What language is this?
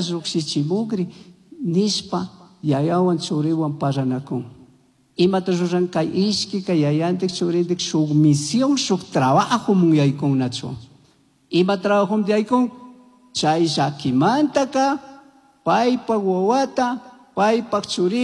Chimborazo Highland Quichua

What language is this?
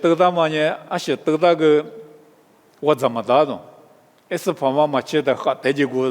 Lisu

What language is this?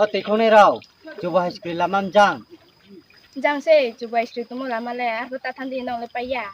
Riang (India)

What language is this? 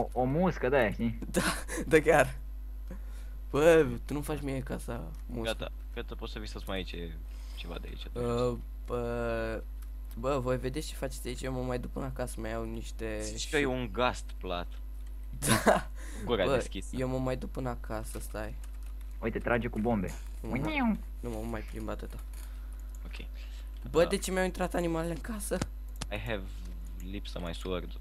Romanian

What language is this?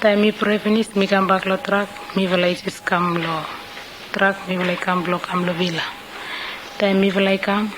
Bislama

